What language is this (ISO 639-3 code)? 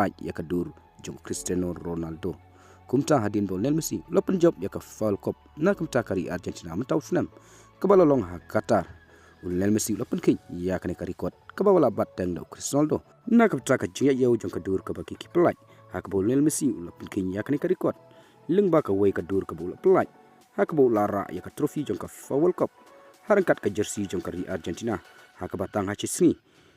kha